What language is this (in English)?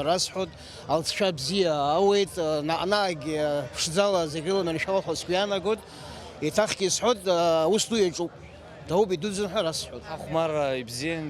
Abkhazian